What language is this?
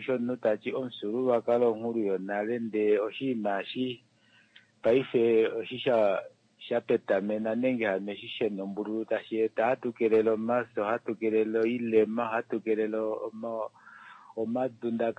Kuanyama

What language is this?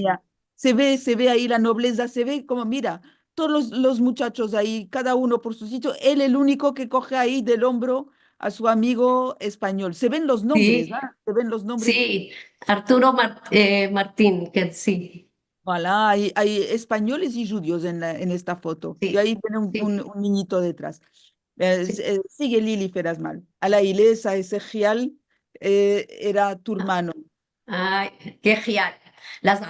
Ladino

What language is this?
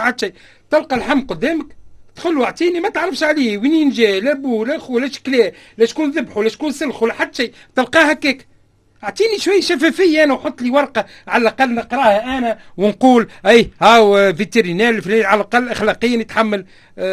Tunisian Arabic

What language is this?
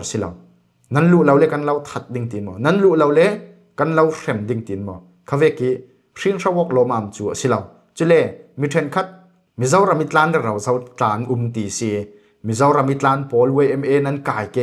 Falam Chin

